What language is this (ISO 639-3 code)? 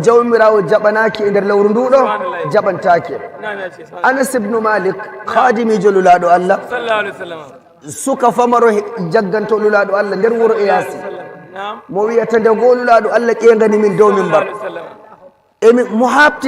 fuv